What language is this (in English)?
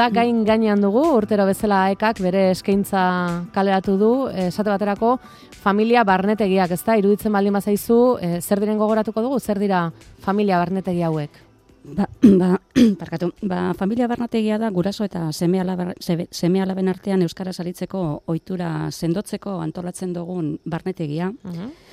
Basque